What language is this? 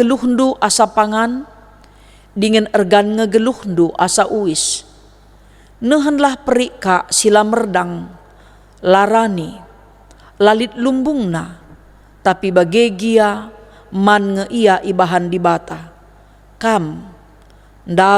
Batak Karo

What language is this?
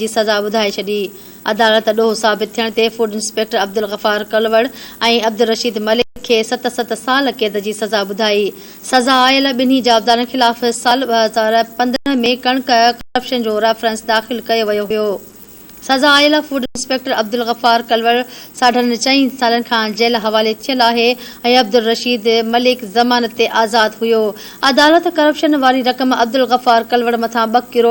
Sindhi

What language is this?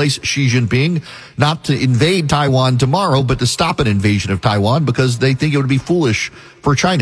English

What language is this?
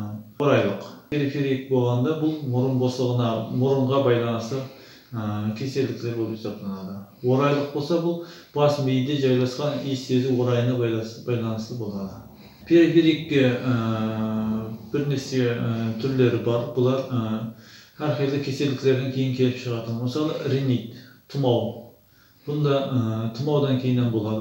Kara-Kalpak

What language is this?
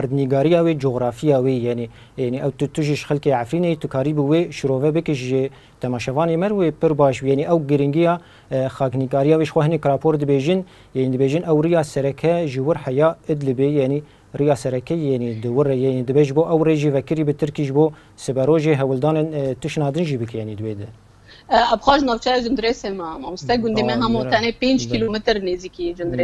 Kurdish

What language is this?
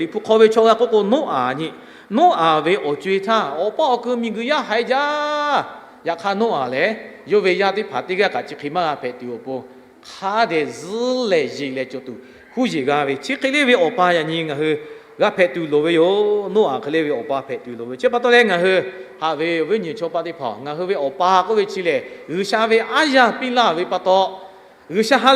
Lahu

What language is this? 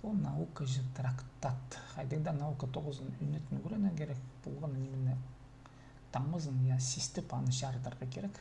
Khakas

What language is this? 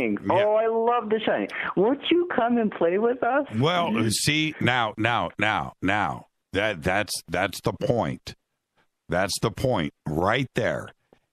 English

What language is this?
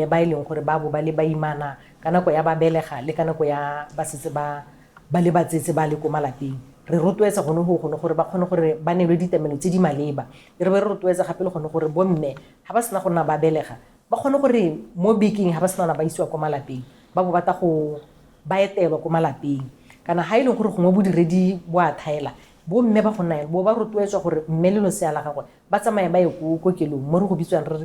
Tswana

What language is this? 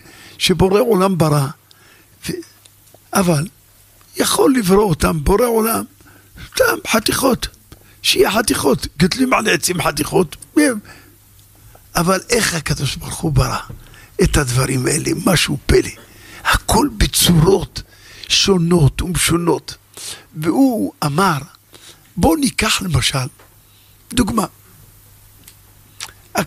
Hebrew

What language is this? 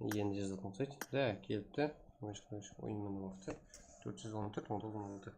Kara-Kalpak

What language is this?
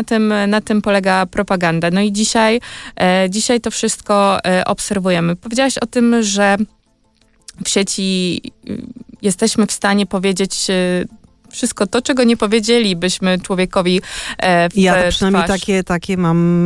Polish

